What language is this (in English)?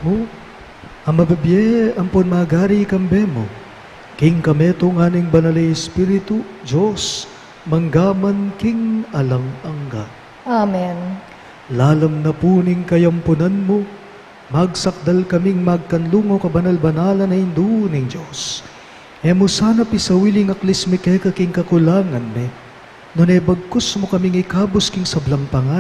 Pampanga